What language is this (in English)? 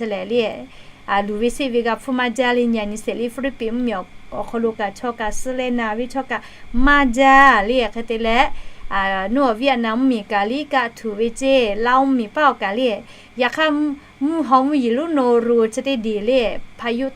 Lahu